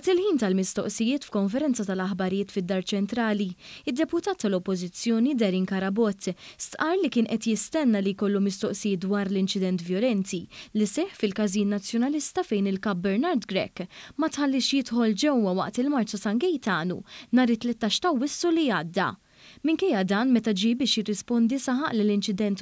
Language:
Maltese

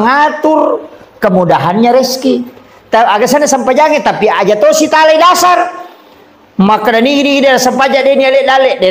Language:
Buginese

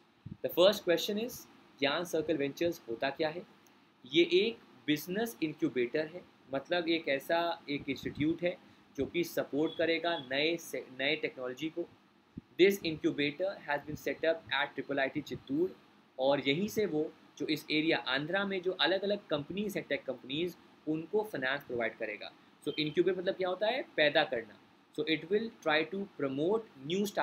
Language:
Hindi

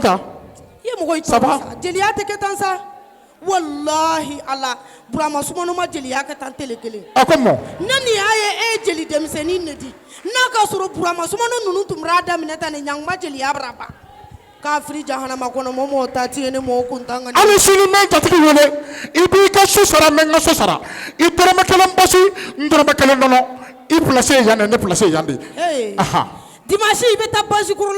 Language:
Bambara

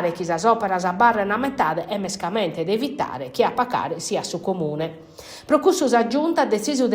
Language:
Sardinian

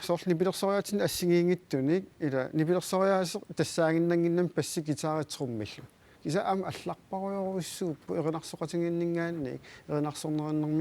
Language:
Kalaallisut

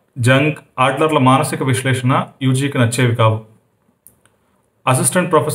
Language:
Telugu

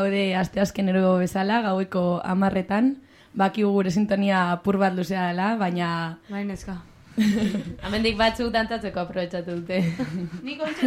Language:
Basque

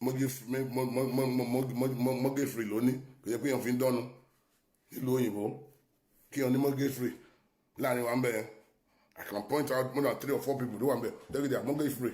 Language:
Yoruba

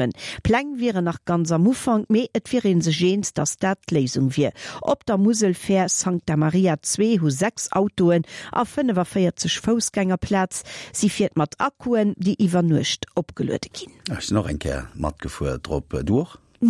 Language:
Luxembourgish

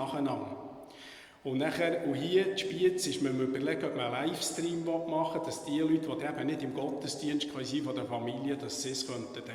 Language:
Swiss German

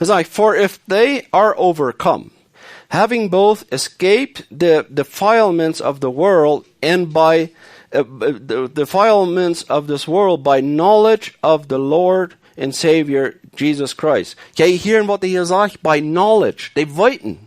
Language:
Plautdietsch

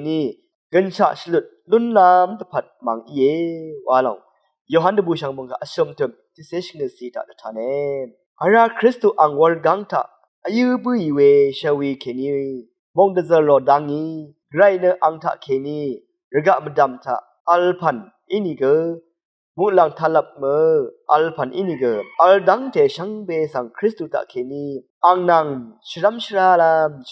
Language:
Rawang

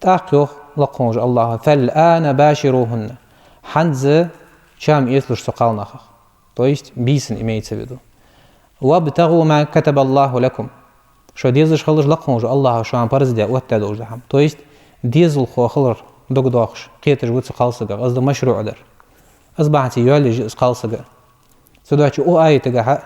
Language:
Ingush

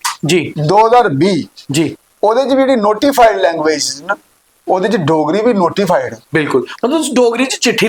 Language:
Dogri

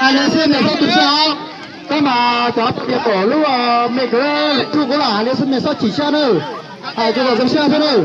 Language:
Hmong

